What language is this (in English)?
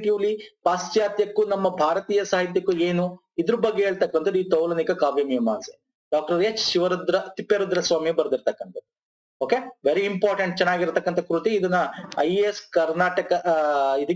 Kannada